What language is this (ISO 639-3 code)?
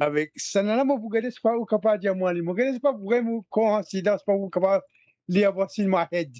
mfe